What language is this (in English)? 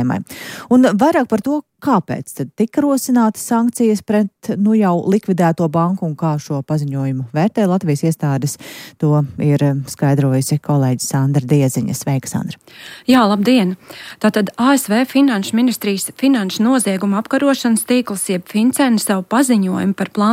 Latvian